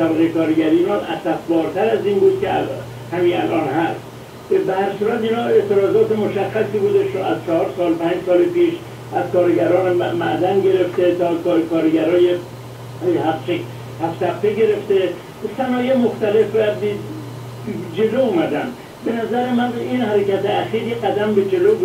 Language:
Persian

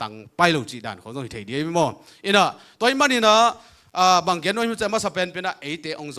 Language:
Tedim Chin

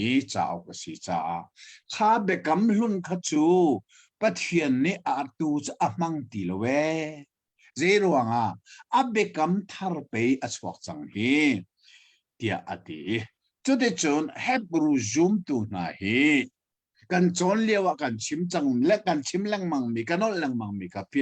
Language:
Hakha Chin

